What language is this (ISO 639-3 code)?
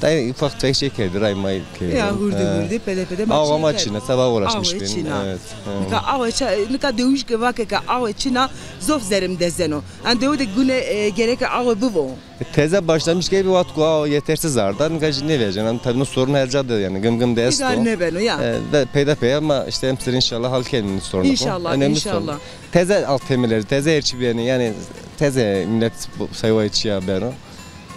zza